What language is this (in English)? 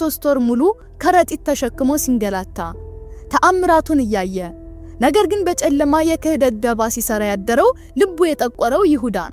Amharic